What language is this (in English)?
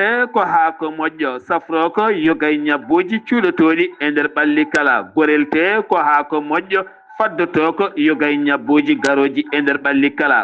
Fula